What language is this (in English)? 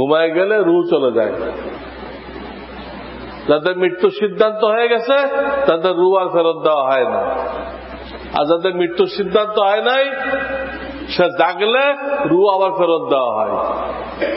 Bangla